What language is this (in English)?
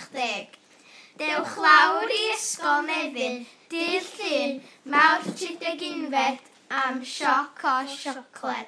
Welsh